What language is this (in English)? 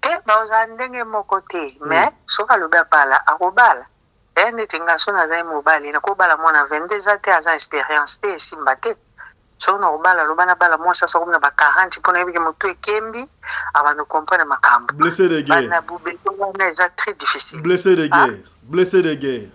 Lingala